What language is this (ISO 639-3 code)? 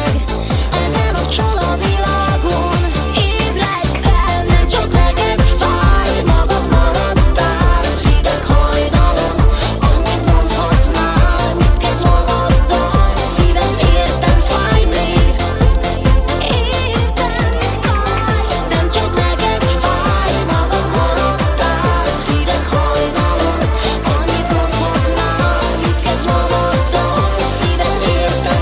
hun